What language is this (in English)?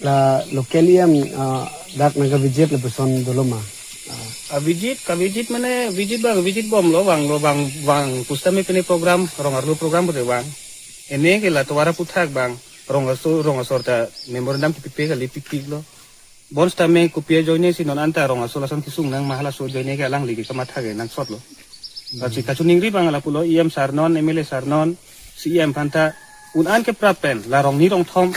Karbi